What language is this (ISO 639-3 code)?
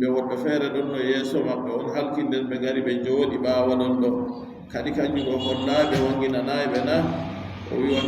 fub